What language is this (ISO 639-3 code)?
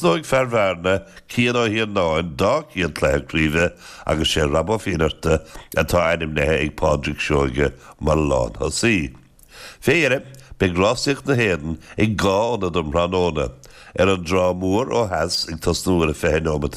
gle